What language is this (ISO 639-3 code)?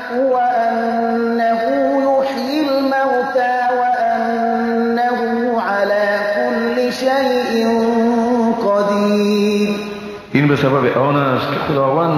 fas